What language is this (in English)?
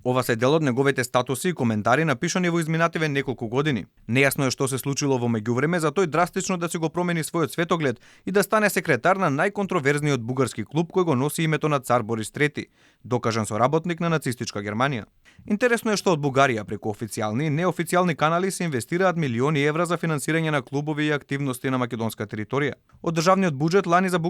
Macedonian